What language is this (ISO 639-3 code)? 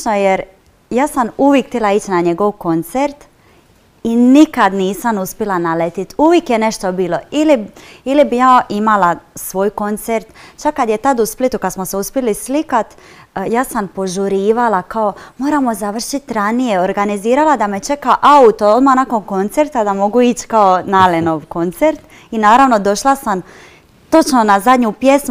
hrv